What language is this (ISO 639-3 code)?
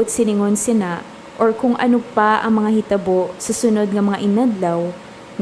hil